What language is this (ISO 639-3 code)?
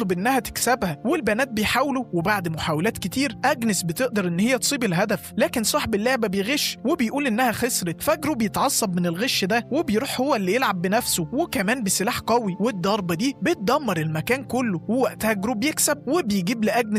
arz